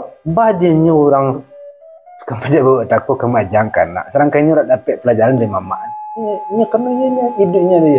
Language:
Minangkabau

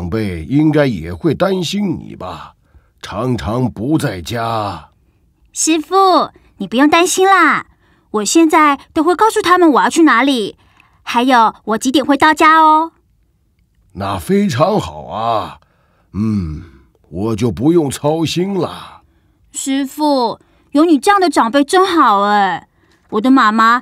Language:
Chinese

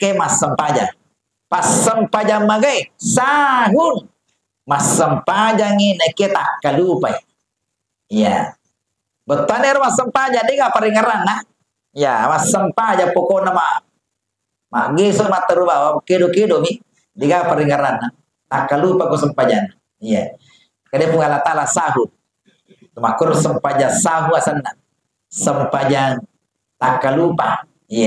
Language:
Buginese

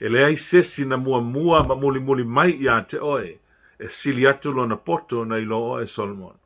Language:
Samoan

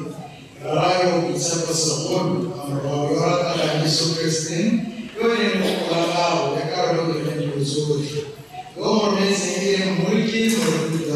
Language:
Tswana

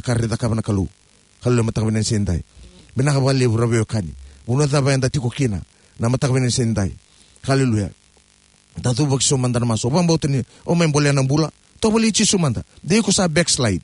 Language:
Fijian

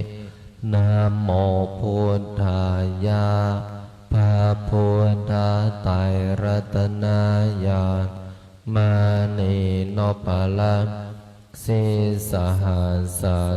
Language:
Pali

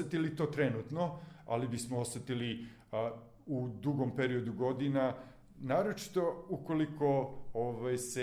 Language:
Serbian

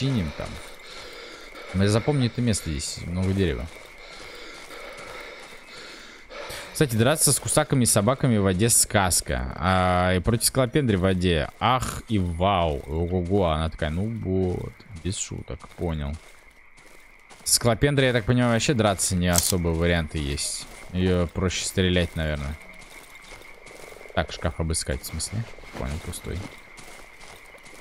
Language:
Russian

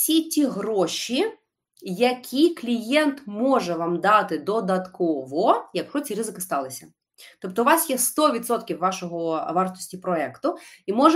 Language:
Ukrainian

